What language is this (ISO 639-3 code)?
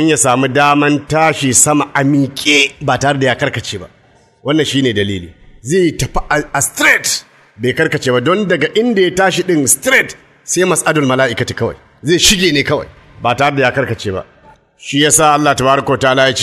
hau